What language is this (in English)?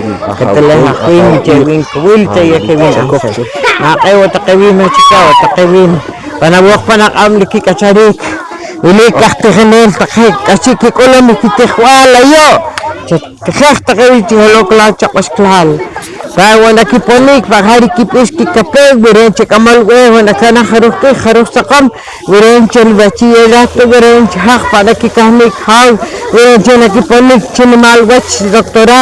Poqomchi'